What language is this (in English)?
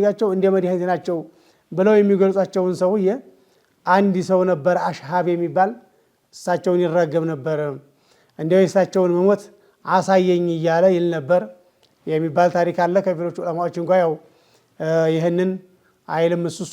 Amharic